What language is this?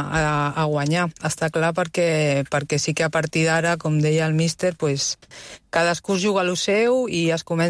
Catalan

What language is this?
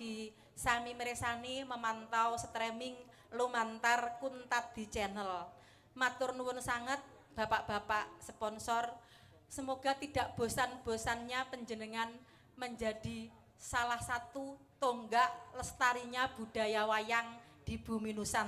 Javanese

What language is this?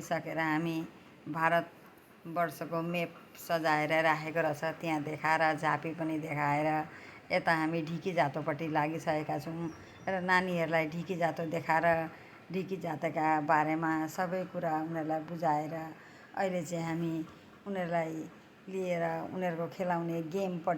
Nepali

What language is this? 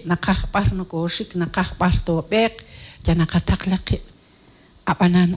Kekchí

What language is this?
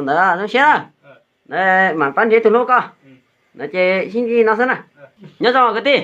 Hmong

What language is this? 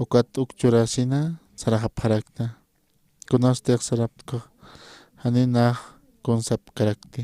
Aymara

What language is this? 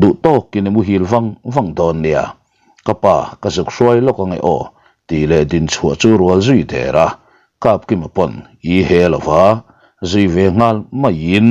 Mizo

